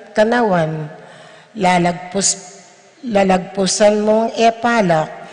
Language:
Pampanga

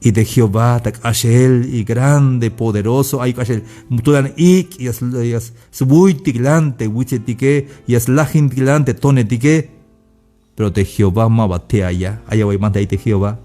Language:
Tzeltal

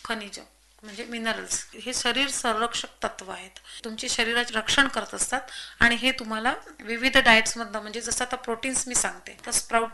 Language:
Marathi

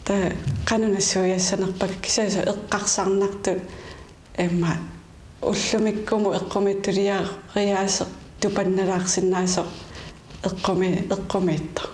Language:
Kalaallisut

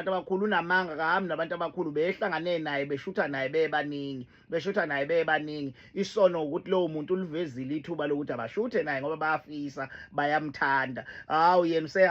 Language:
Zulu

